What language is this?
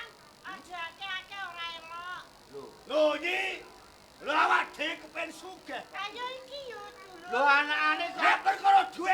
Javanese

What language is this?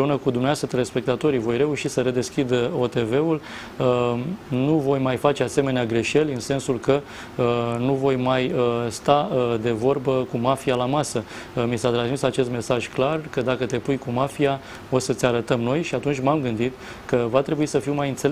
Romanian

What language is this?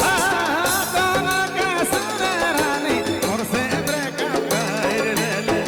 Sadri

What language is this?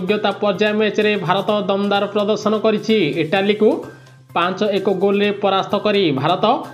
Odia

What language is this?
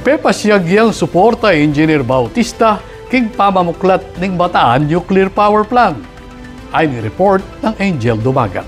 Pampanga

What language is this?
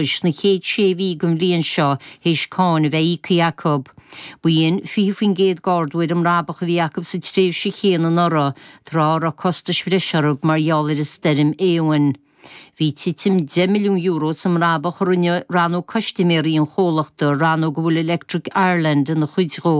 Irish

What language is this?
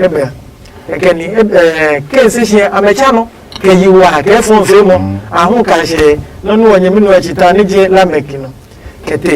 Adangme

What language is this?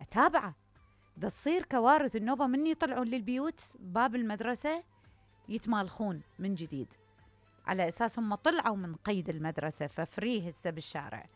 Mesopotamian Arabic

